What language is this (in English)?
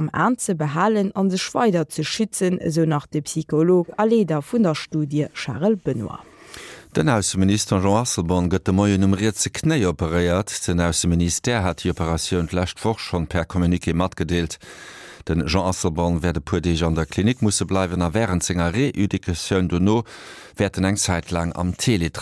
Luxembourgish